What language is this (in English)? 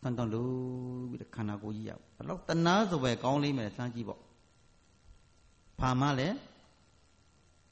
Burmese